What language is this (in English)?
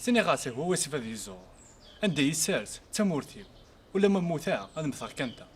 Kabyle